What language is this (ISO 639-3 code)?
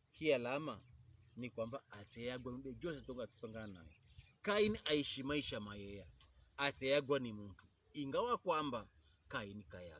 pkb